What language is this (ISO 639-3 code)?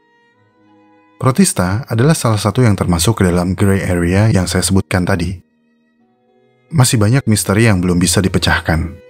ind